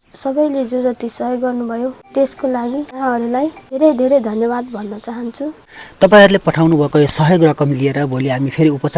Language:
Nepali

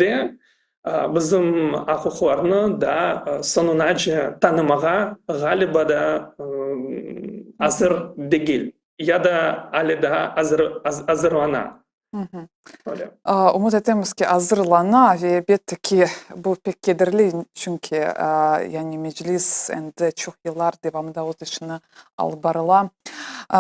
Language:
Crimean Tatar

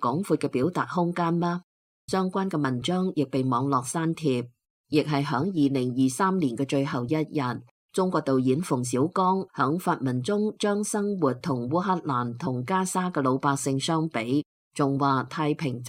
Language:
Cantonese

